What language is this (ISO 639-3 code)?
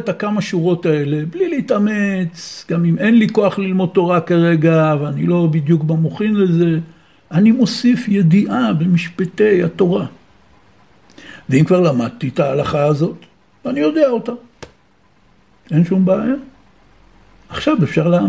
heb